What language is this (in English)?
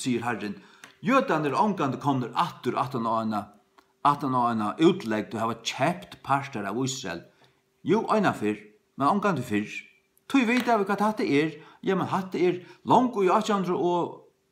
Faroese